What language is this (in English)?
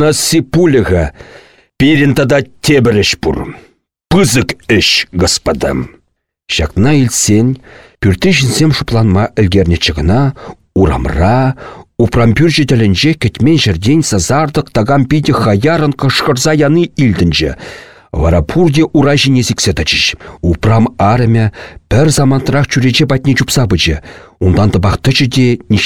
Chuvash